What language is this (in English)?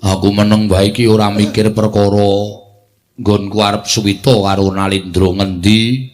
Javanese